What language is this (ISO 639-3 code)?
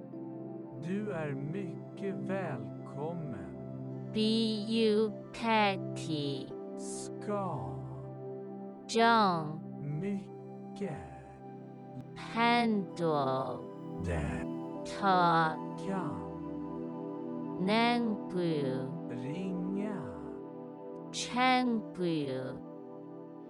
swe